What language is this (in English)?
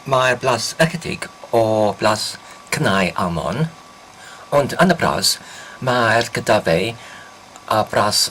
Welsh